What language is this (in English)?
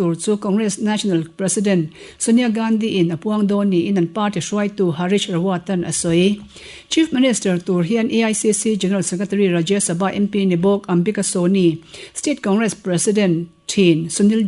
Mizo